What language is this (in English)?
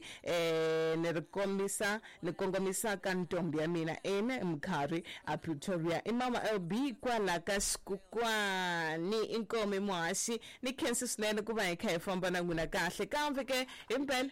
Tsonga